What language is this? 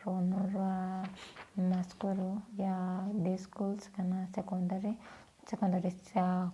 Meru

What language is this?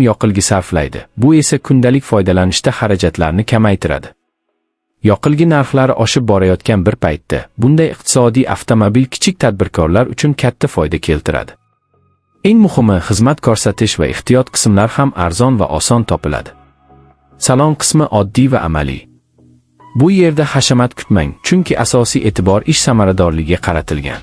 Uzbek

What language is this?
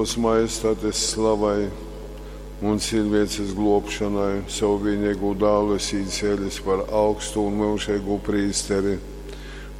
Latgalian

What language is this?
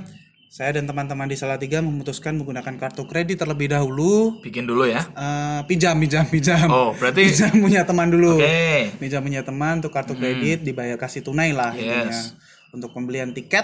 Indonesian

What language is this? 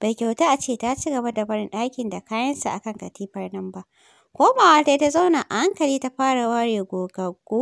Hausa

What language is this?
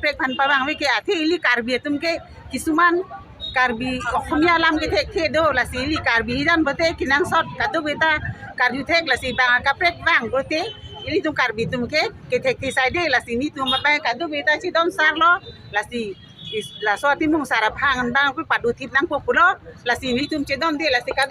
Karbi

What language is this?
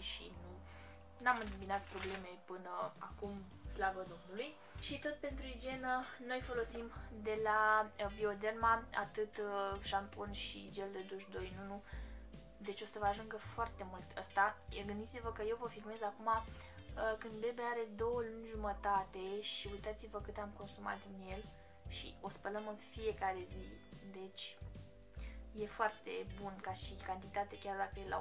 Romanian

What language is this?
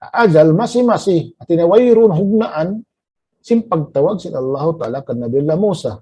Tausug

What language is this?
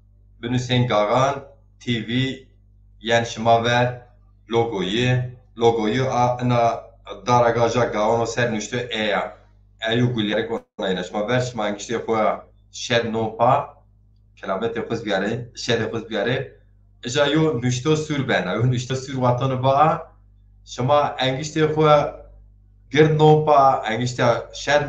Zaza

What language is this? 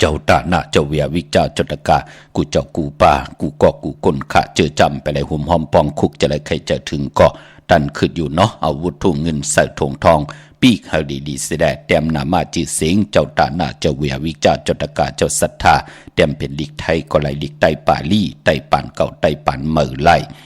Shan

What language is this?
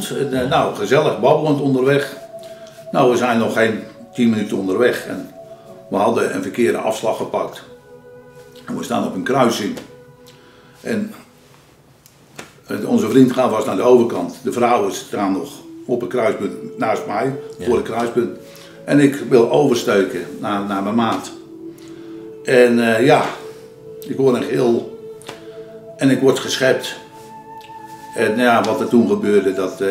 Dutch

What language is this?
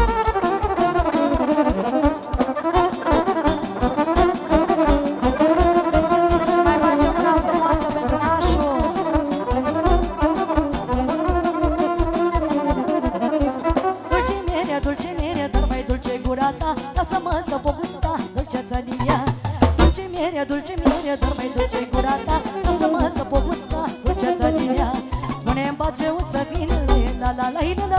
Romanian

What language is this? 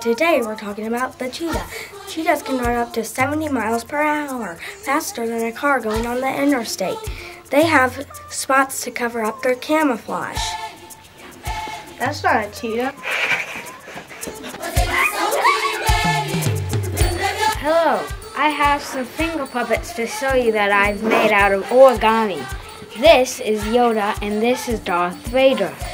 English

